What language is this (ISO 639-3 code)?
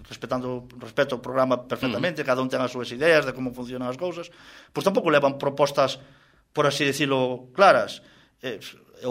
glg